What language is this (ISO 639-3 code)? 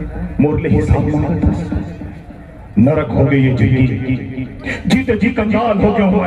hne